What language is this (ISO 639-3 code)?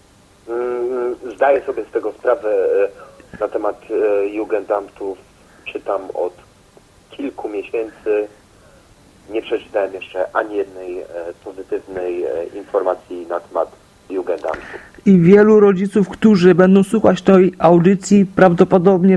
pol